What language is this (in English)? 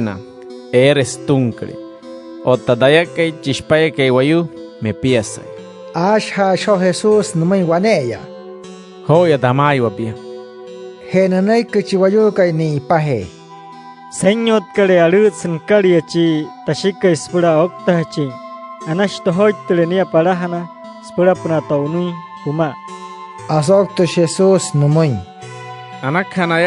Wayuu